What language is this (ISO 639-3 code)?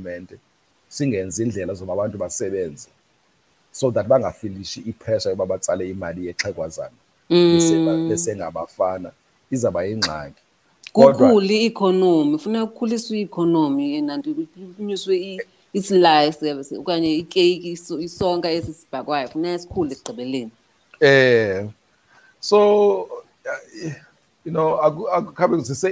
xho